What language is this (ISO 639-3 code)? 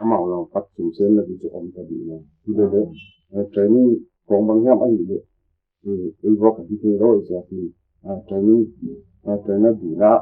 pck